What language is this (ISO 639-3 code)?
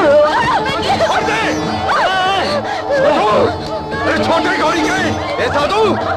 bho